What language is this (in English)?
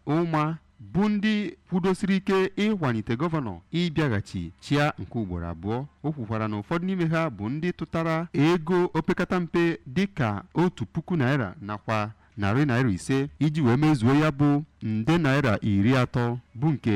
Igbo